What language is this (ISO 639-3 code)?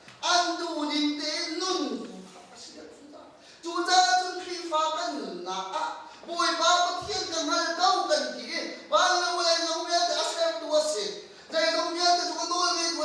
cnh